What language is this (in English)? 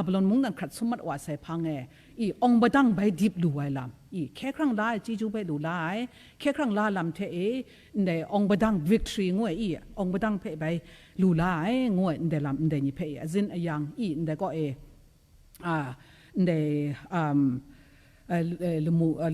Kachin